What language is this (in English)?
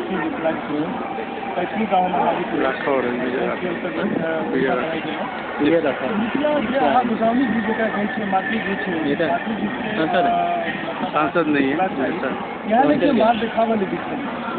Maithili